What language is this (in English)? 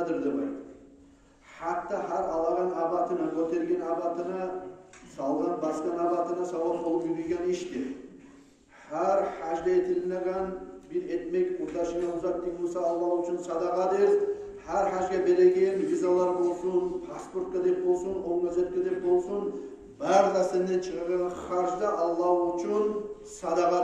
Kumyk